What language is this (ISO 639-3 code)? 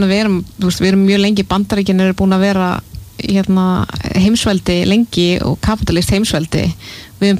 isl